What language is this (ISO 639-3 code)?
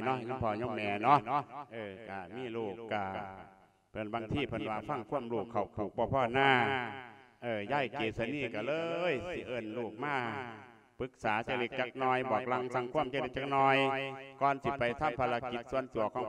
lao